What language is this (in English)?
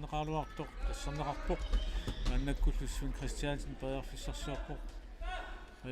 Kalaallisut